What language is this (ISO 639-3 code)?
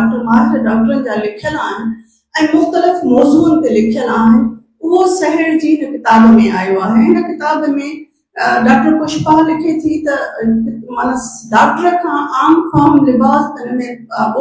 snd